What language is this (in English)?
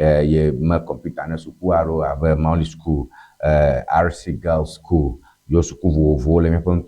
Ewe